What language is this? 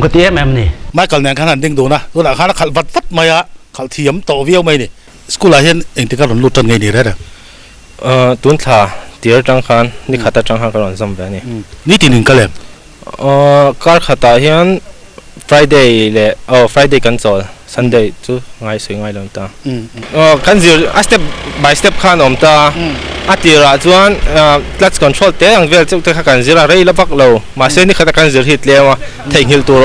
Mizo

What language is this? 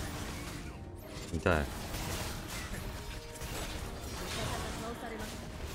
Japanese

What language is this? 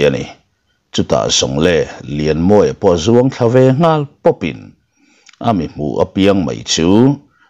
Mizo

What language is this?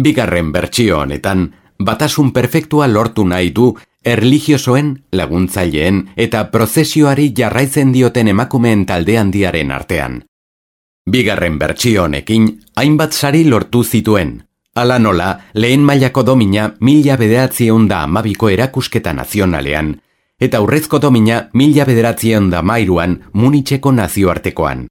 Basque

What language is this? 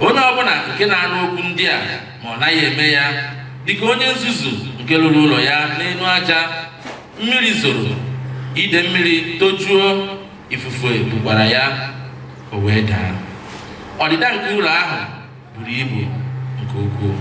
Igbo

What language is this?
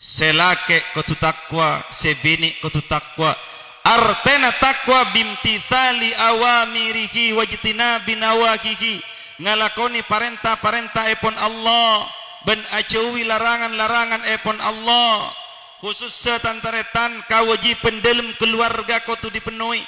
Madurese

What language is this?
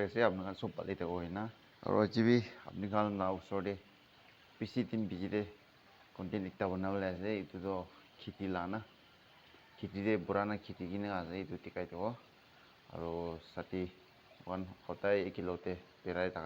Naga Pidgin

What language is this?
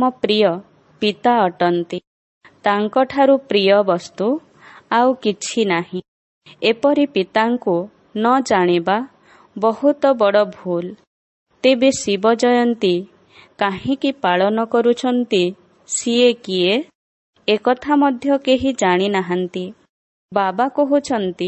Odia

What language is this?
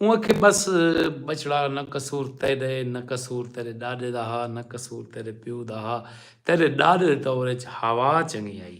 Saraiki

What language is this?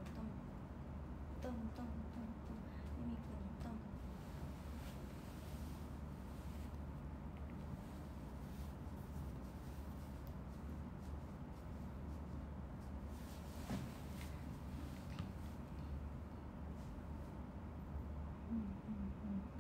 Japanese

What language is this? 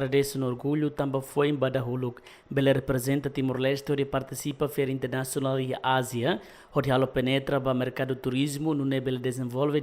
Tetum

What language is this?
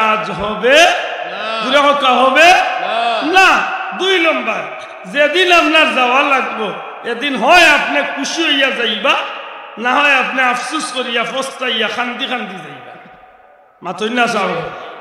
Sylheti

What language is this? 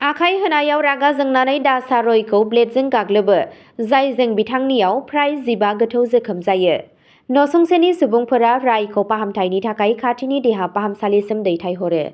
Bodo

